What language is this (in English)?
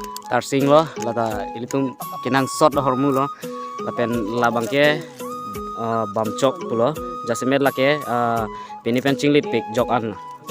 Karbi